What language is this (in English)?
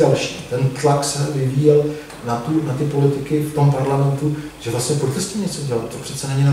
Czech